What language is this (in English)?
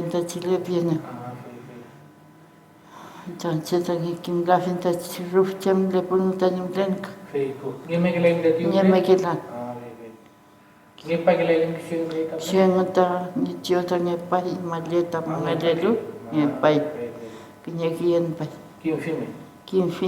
Mapuche